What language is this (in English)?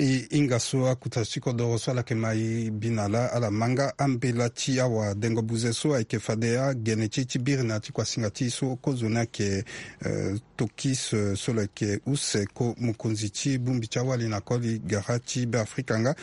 Sango